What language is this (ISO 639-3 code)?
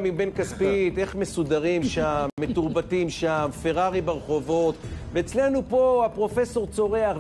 heb